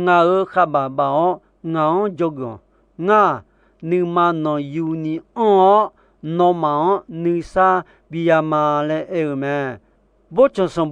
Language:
Akha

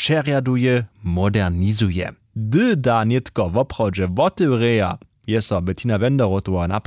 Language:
Upper Sorbian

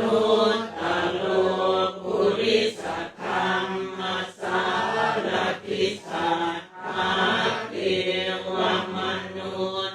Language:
Pali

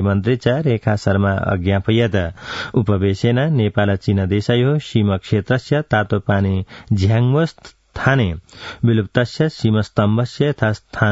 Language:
Sanskrit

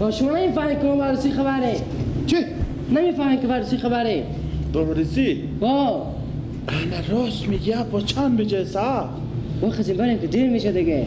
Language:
Persian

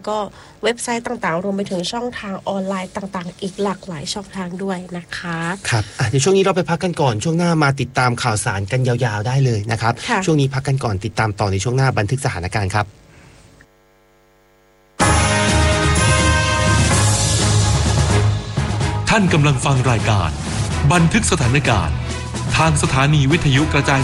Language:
Thai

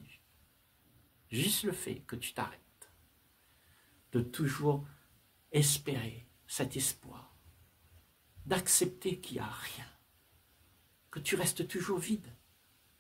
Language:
French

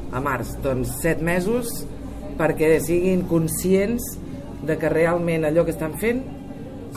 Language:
Catalan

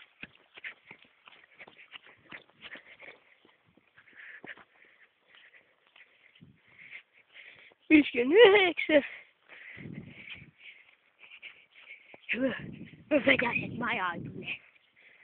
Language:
Estonian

